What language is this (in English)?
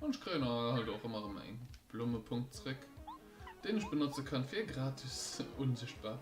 Luxembourgish